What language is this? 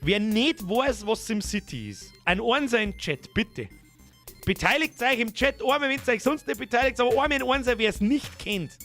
Bavarian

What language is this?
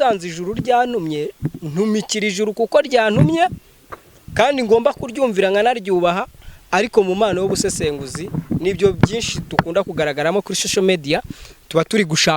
Kinyarwanda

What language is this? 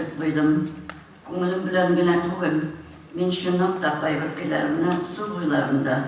Tatar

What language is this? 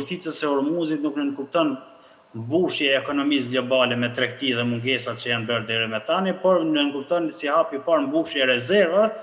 Albanian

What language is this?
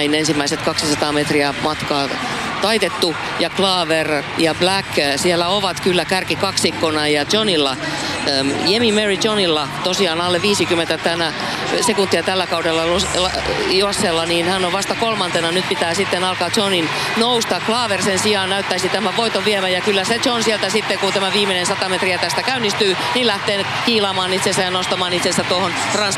Finnish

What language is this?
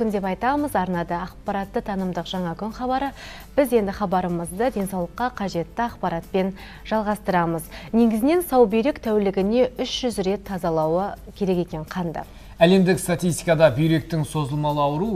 Kazakh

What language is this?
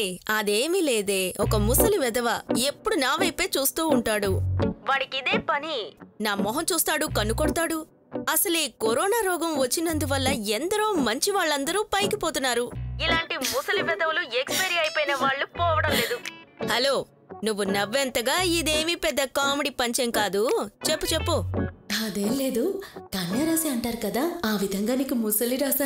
Telugu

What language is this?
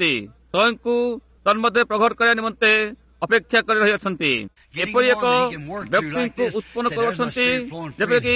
Odia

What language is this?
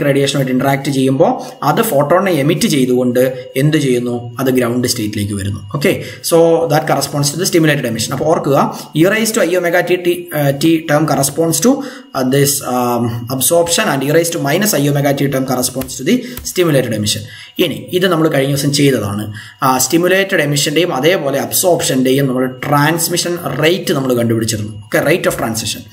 Malayalam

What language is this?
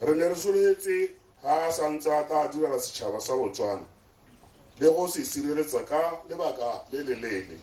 Tswana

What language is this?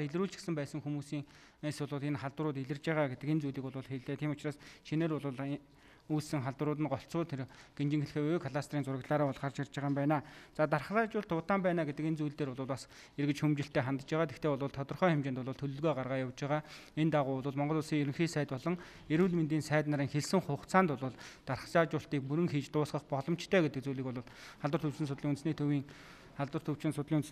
Mongolian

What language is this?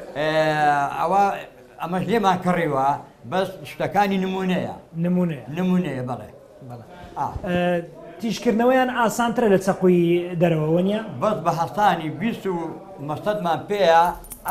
Central Kurdish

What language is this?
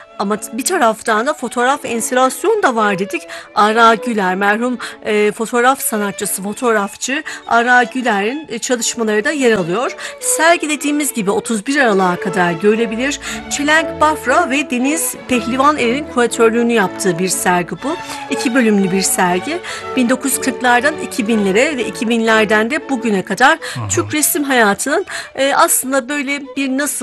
Turkish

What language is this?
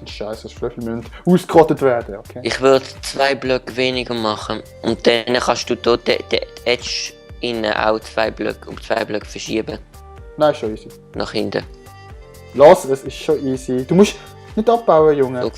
Swiss German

